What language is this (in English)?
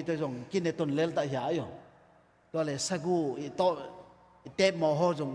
Tedim Chin